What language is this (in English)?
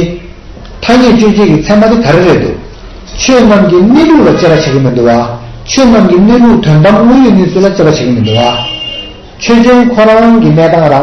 Tibetan